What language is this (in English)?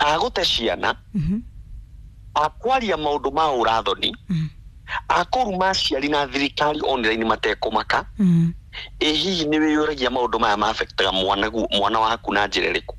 Kikuyu